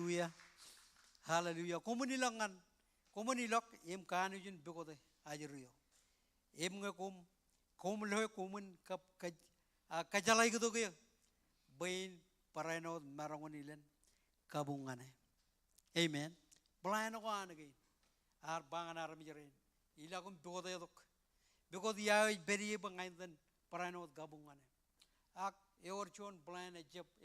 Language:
Marshallese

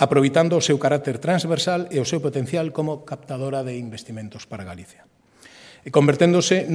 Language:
Galician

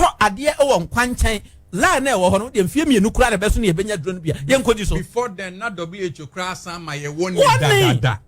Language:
Akan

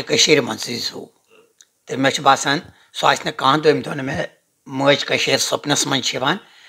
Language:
Kashmiri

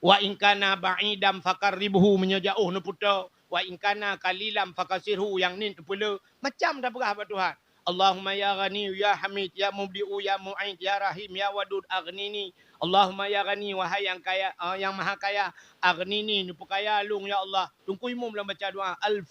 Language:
Achinese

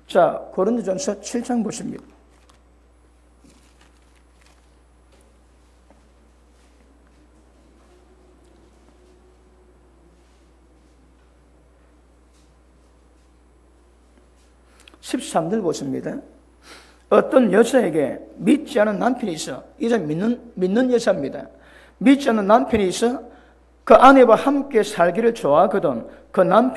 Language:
Korean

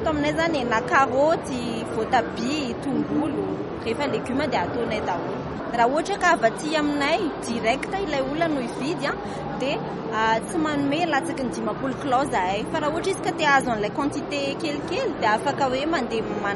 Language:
Malagasy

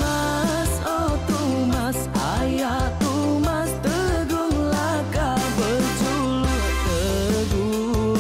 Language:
Iban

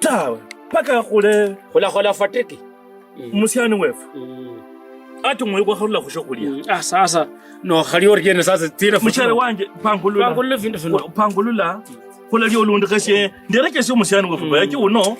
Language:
Kabras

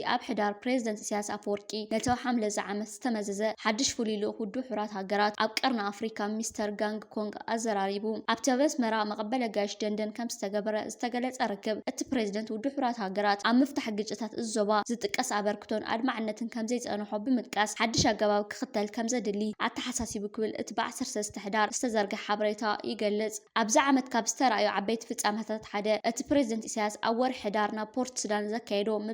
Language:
Tigrinya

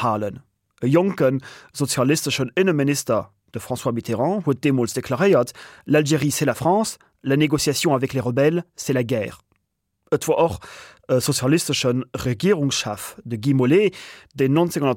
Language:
Luxembourgish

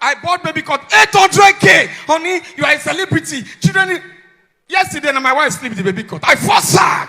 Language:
Nigerian Pidgin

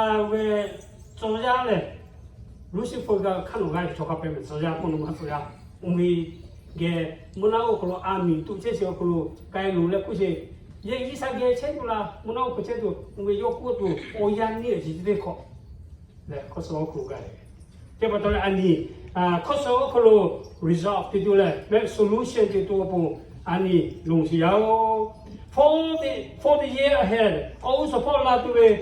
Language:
Lahu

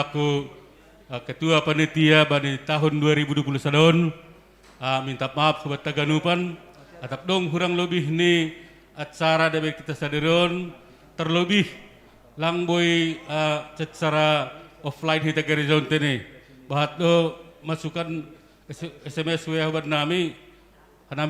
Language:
Batak Simalungun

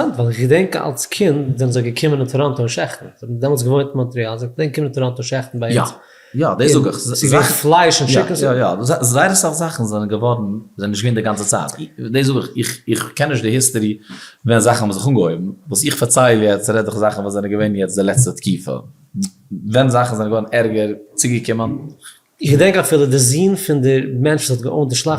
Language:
Yiddish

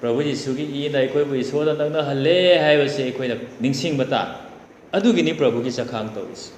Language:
Manipuri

